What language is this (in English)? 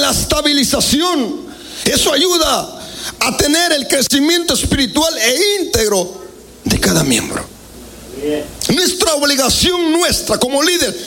Spanish